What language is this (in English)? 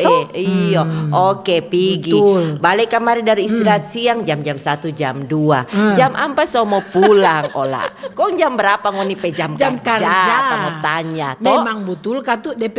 Manado Malay